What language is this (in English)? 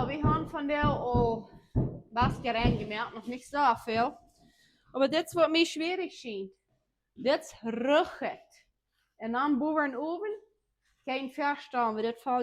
Plautdietsch